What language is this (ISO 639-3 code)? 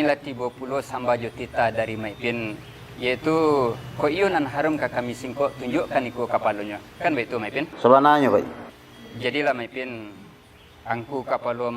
min